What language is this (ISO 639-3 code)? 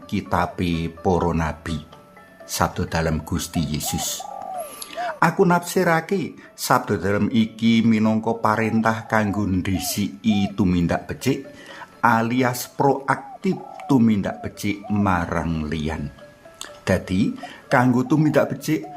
jav